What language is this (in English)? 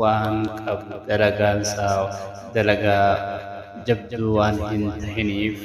Oromo